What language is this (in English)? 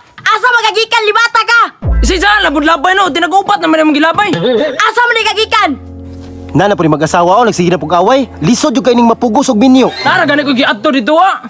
Cebuano